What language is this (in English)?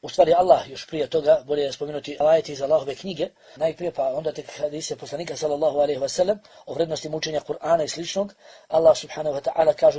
Bosnian